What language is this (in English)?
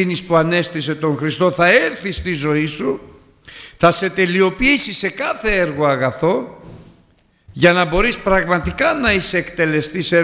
Greek